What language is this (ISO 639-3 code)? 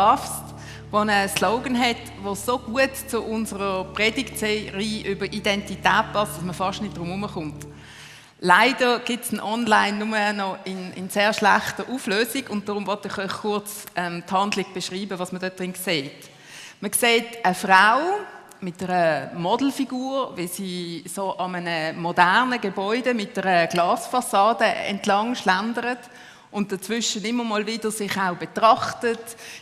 gsw